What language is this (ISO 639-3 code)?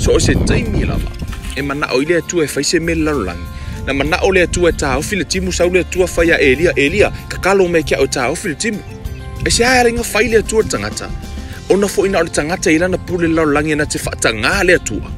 smo